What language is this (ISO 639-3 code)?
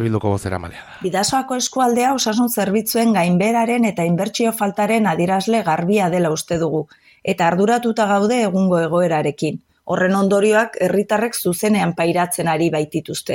eus